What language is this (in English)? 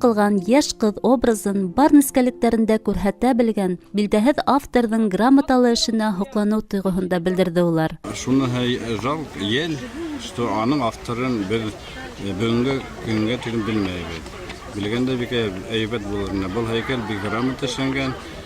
Bashkir